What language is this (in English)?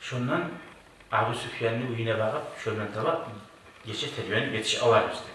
Kumyk